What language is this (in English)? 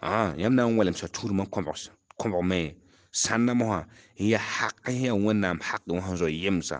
Mossi